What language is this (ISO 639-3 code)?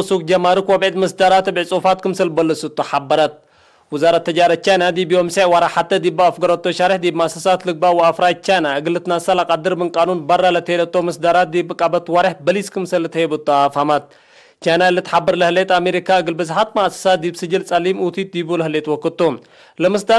tig